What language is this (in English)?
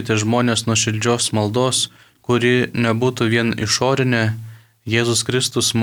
Lithuanian